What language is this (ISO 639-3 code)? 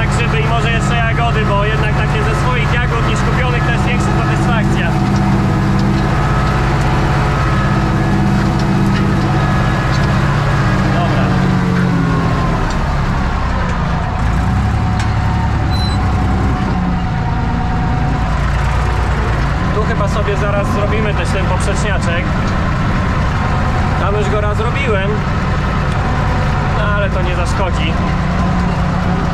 pol